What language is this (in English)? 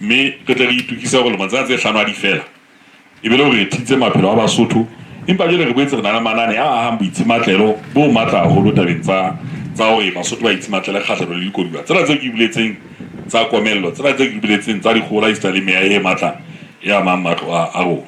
Southern Sotho